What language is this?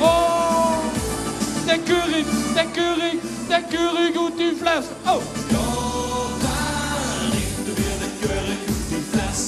Limburgish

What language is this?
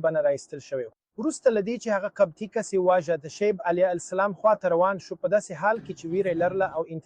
Pashto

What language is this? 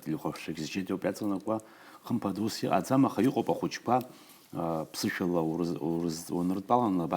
Abkhazian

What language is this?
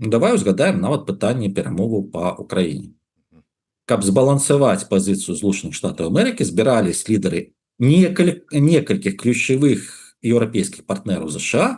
Belarusian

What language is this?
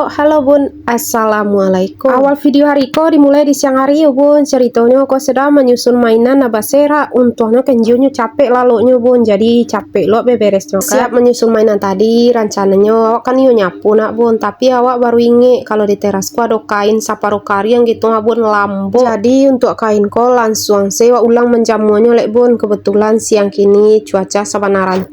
Minangkabau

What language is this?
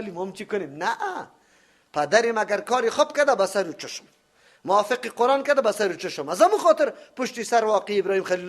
Persian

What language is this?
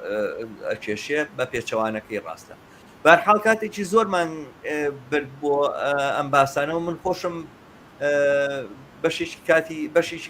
Central Kurdish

